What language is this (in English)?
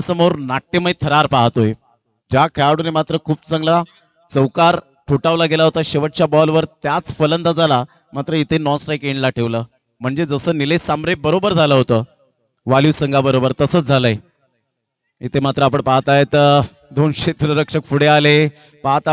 Marathi